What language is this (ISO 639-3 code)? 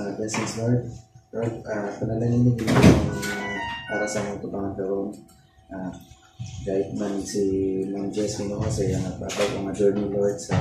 ceb